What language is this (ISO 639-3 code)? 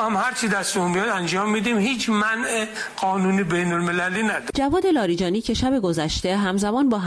fas